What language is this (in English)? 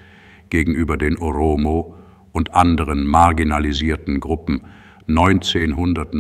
German